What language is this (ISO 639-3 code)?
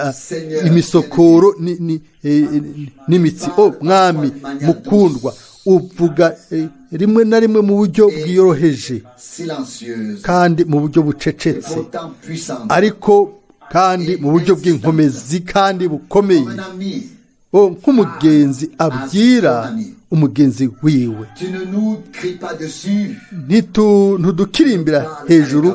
run